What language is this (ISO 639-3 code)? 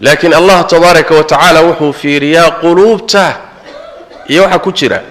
som